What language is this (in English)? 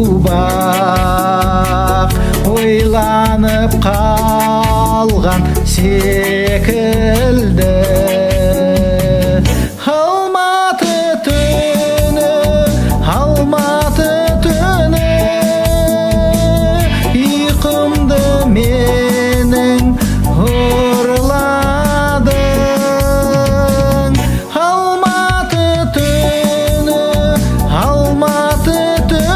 Kazakh